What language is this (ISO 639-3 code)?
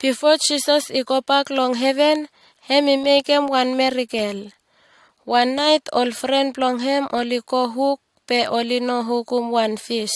bis